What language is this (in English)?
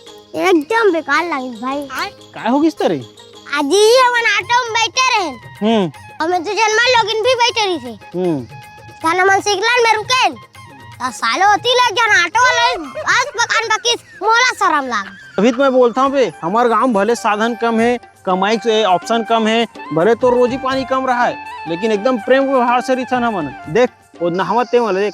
Chhattisgarhi